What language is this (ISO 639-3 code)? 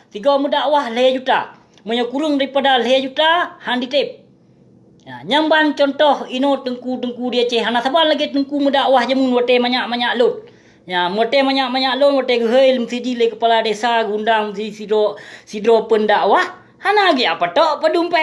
ace